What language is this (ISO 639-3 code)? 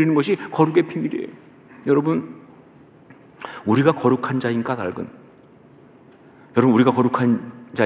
kor